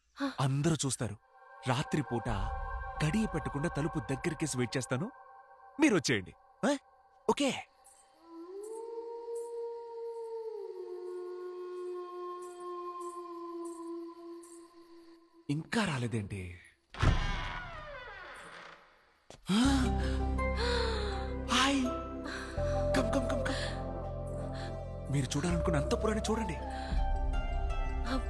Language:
Telugu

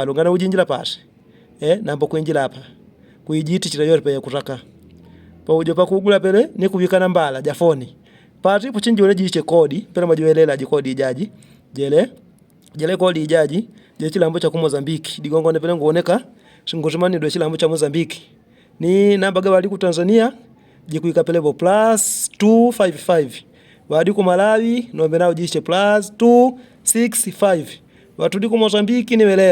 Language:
Yao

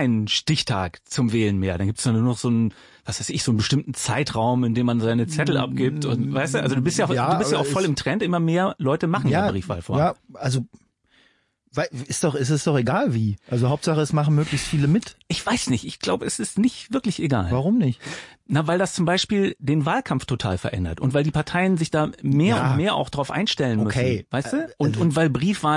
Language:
German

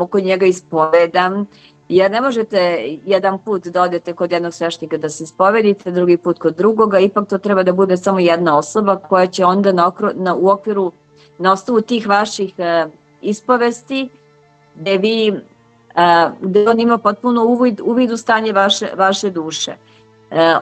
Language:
Serbian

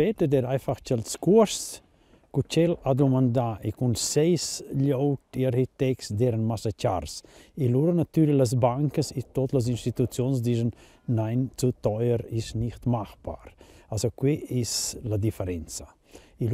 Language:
Romansh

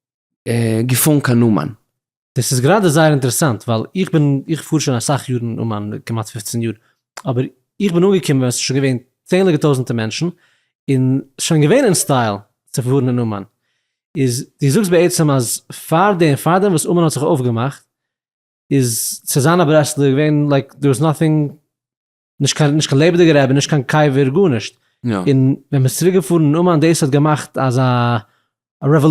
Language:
Yiddish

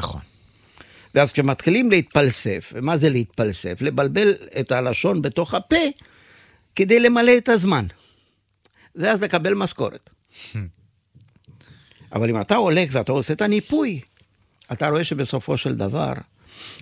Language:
Hebrew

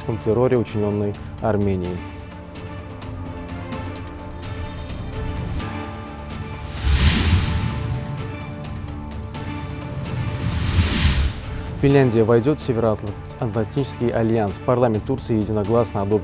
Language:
Russian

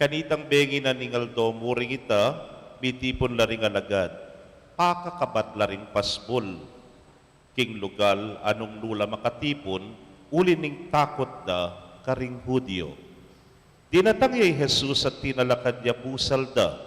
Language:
Pampanga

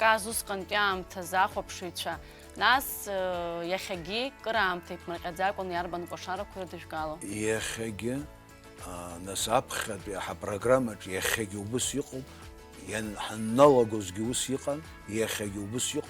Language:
Abkhazian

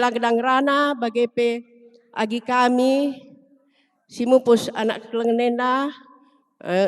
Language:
Batak Karo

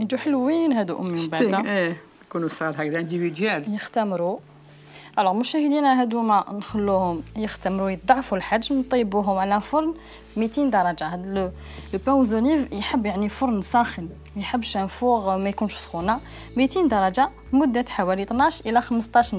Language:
Algerian Arabic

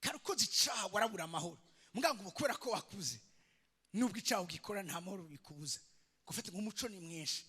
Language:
Rundi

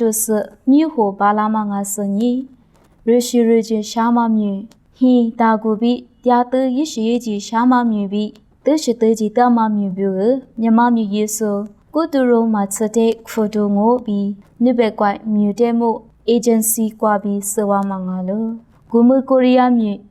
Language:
Lisu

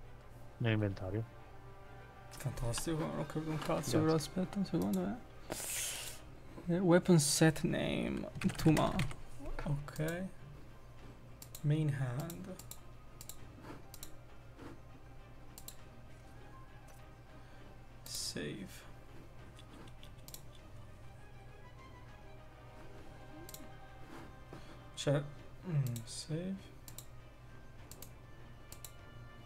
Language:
Italian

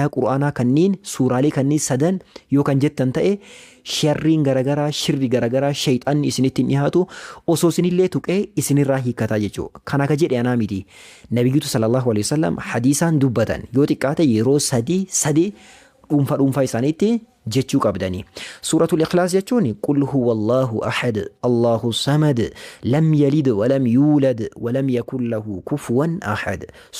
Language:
Oromo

